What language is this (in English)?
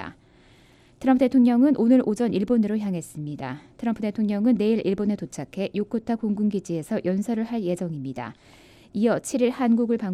Korean